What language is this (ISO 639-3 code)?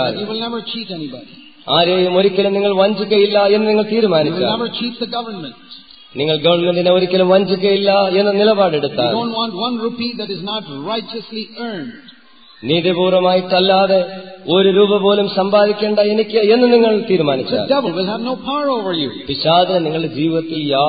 mal